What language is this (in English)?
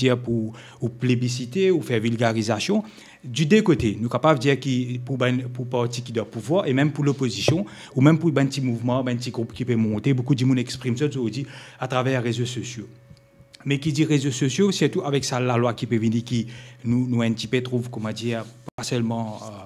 Morisyen